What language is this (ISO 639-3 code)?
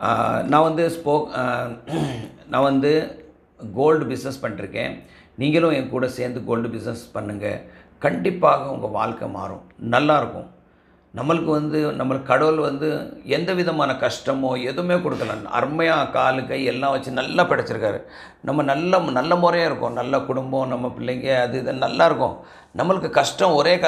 tam